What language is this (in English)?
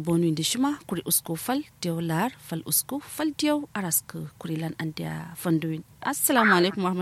Kanuri